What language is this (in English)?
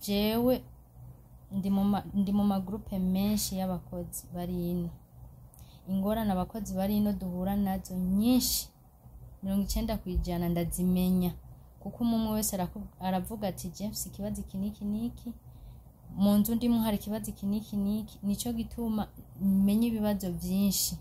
Rundi